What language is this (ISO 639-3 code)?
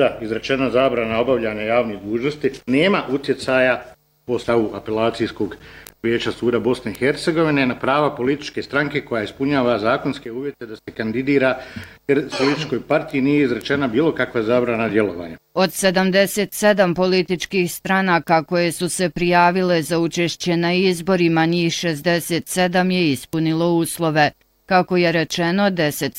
bos